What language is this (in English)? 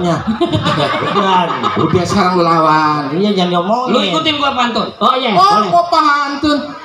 Betawi